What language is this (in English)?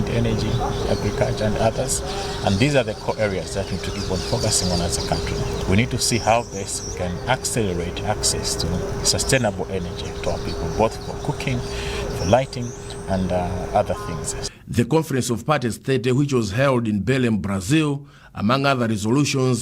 English